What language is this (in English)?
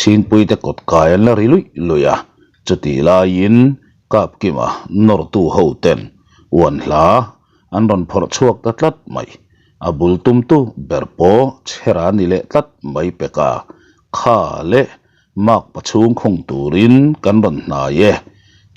Mizo